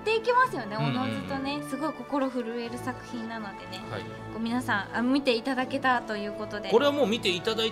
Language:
Japanese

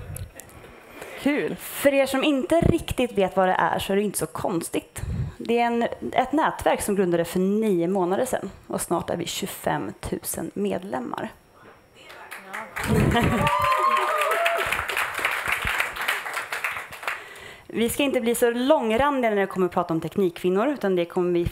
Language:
Swedish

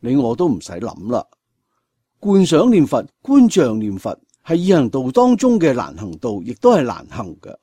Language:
Cantonese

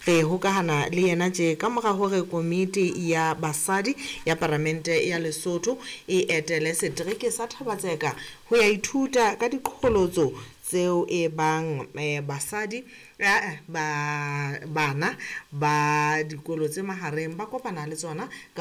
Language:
Southern Sotho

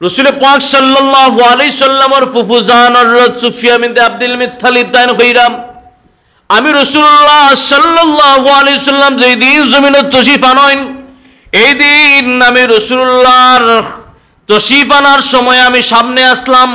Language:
Sylheti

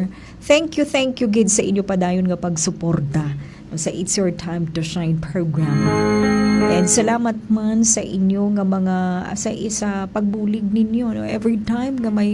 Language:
Hiligaynon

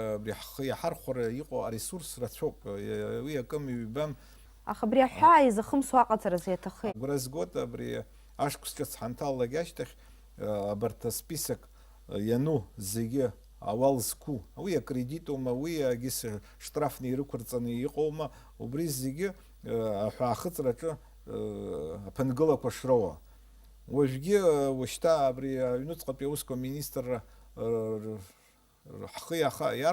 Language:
Abkhazian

